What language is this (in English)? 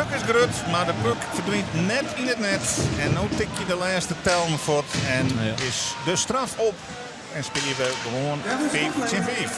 Western Frisian